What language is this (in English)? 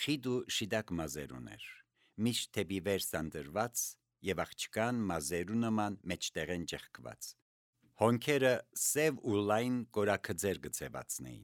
Armenian